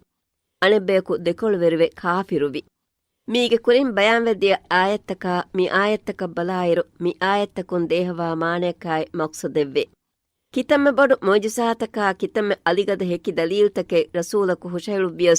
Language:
Divehi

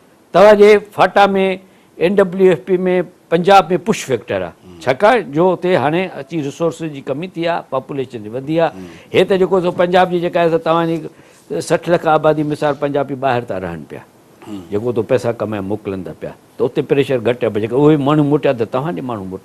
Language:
Sindhi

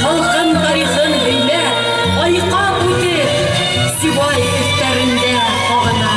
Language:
Bashkir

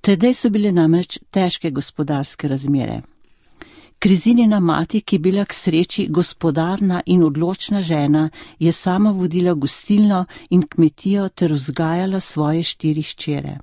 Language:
Slovenian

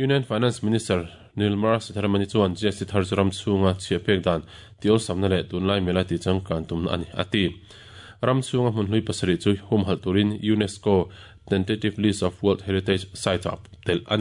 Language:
Mizo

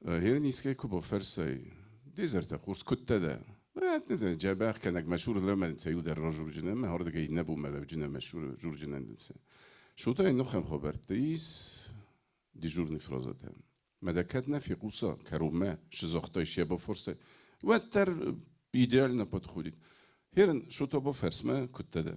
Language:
Ossetic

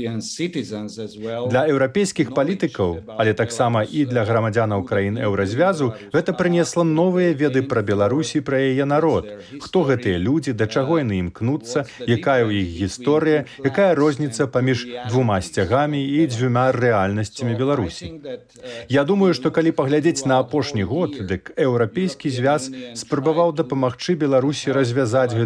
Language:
Belarusian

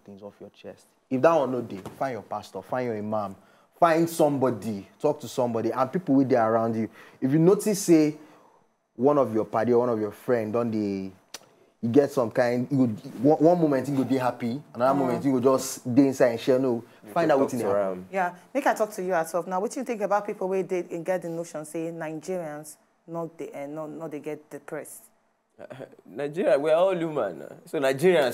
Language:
Nigerian Pidgin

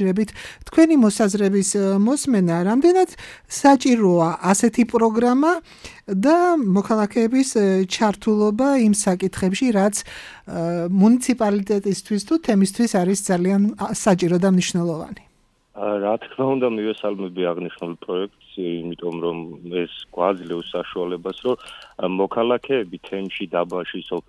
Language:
Georgian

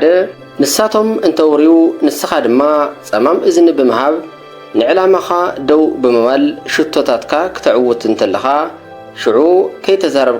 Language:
Tigrinya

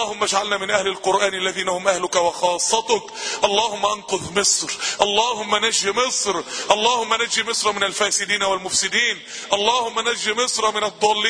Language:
Arabic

